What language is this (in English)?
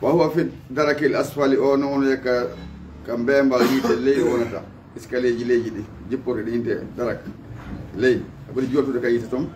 Fula